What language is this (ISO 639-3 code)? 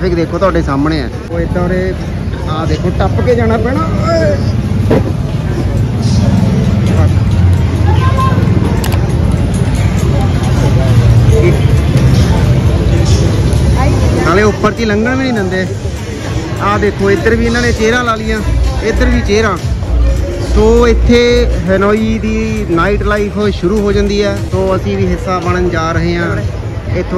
pan